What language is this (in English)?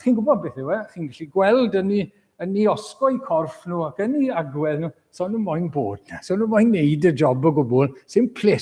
Welsh